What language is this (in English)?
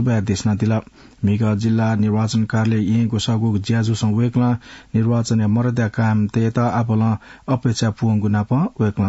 Newari